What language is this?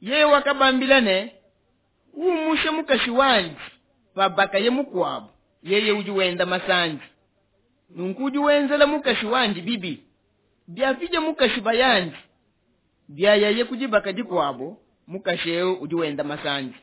Luba-Lulua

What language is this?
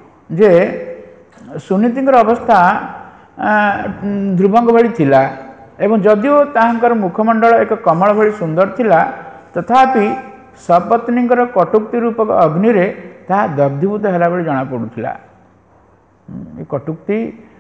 Odia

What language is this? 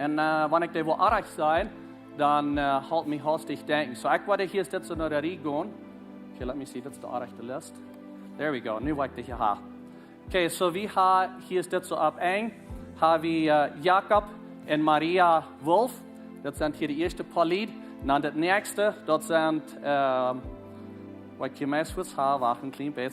Plautdietsch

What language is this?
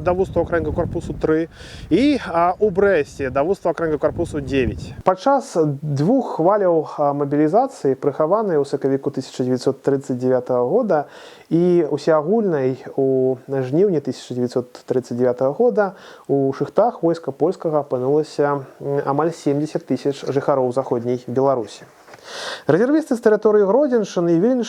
Belarusian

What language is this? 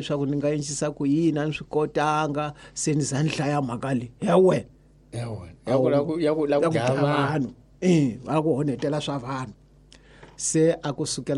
Tsonga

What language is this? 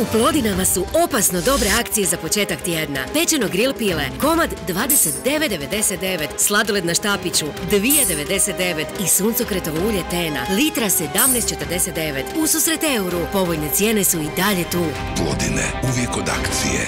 Croatian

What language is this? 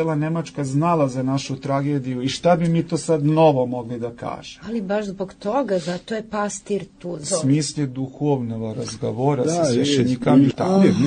Serbian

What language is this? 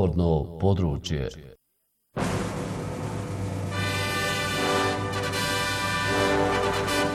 Bosnian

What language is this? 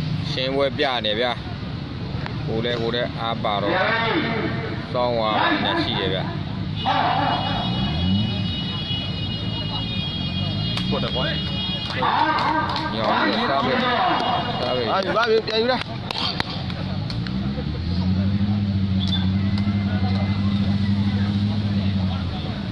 Burmese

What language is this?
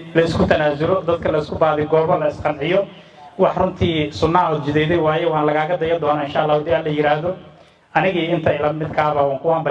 Somali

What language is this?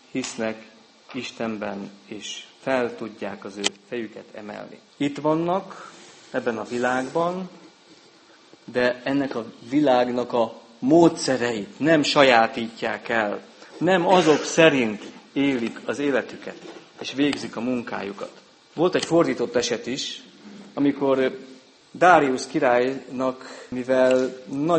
Hungarian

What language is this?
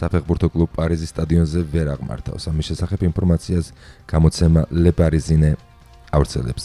Georgian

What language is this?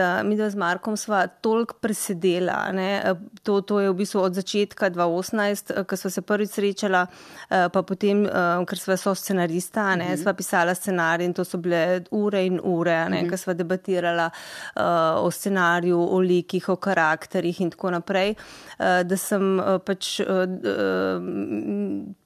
Slovenian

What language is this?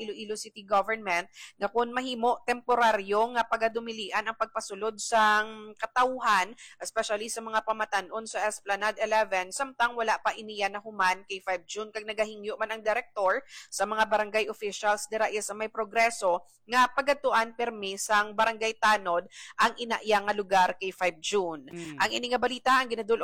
Hiligaynon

